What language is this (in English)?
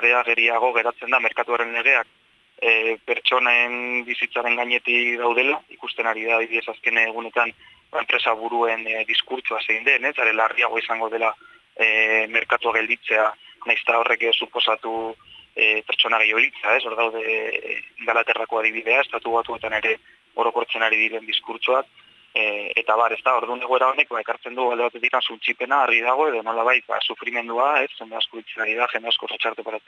Basque